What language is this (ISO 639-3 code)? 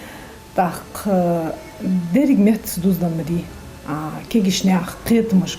inh